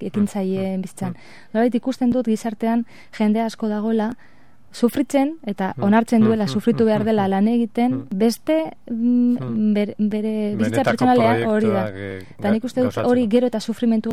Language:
Basque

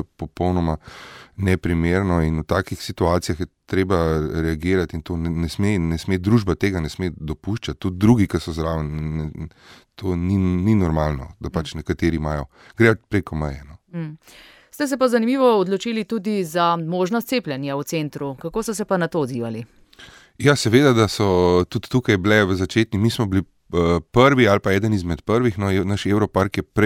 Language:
Slovenian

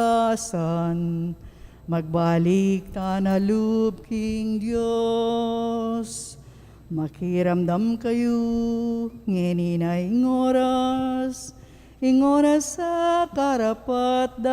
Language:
Pampanga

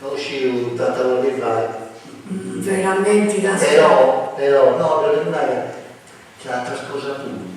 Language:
Sardinian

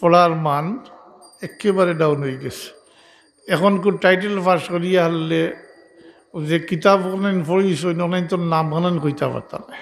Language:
Sylheti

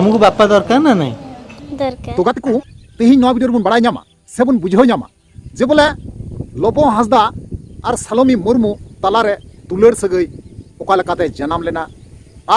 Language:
Santali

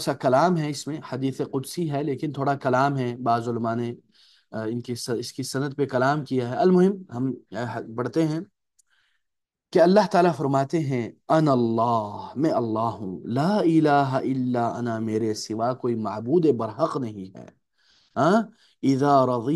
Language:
Urdu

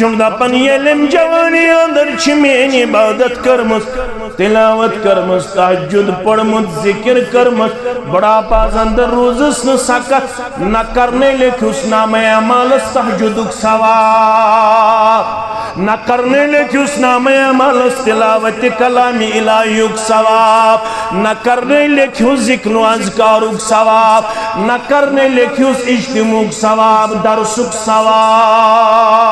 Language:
Kashmiri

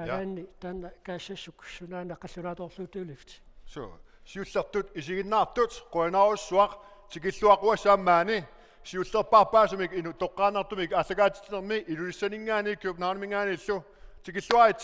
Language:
Kalaallisut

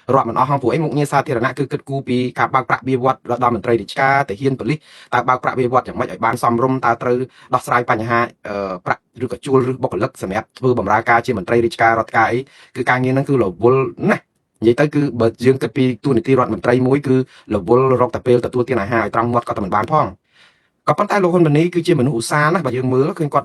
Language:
Khmer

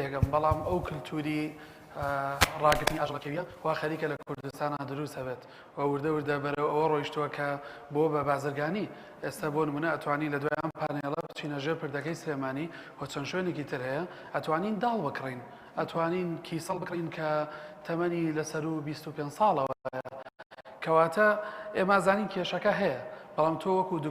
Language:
Central Kurdish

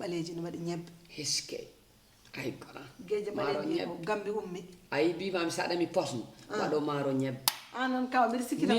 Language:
Fula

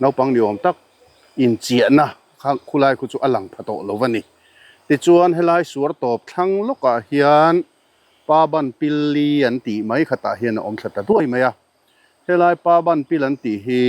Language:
Mizo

